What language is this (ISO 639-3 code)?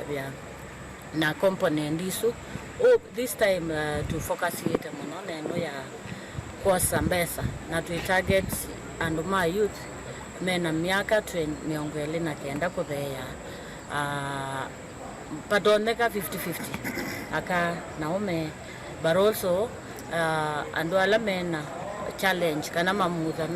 kam